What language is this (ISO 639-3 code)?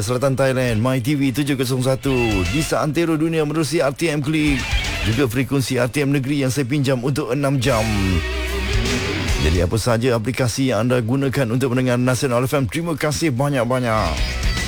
msa